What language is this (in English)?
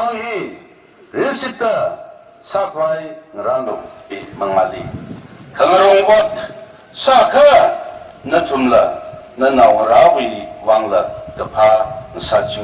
Tangkhul Naga (India)